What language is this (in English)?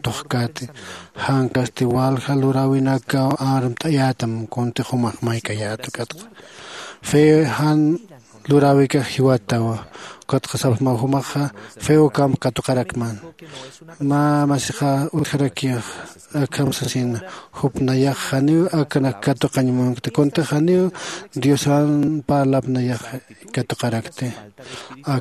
Aymara